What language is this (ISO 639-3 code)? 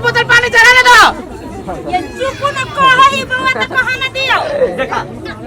mai